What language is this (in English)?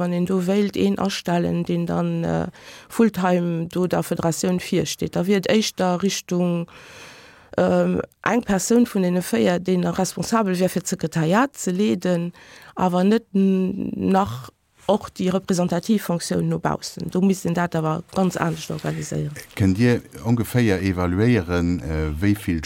Luxembourgish